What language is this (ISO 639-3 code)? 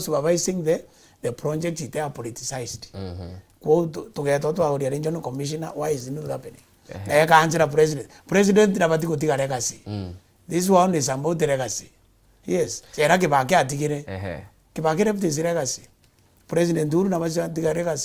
mer